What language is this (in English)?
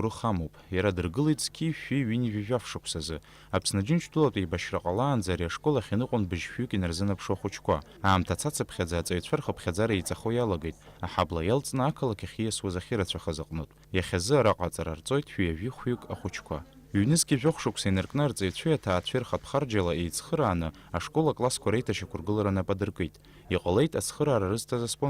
Abkhazian